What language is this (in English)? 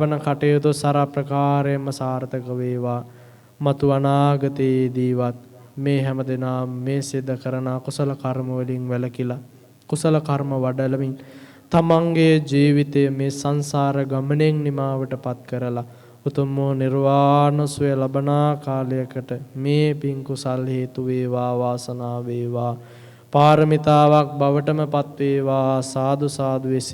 Sinhala